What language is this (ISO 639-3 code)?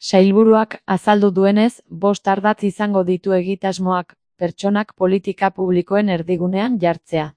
eus